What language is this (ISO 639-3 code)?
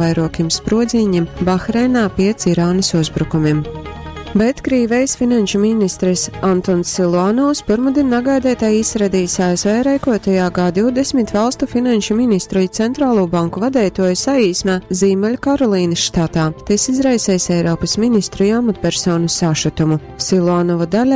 ltg